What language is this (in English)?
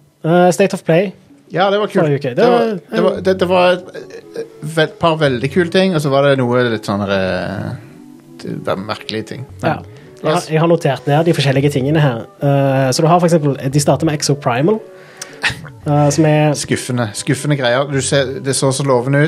Norwegian